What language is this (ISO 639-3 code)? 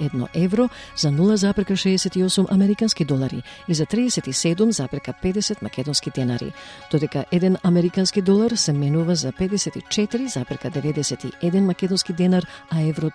mkd